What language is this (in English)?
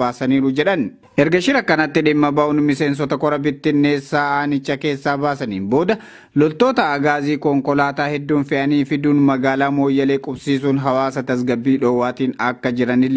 Oromo